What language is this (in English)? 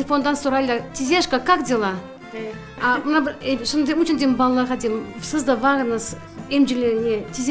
Crimean Tatar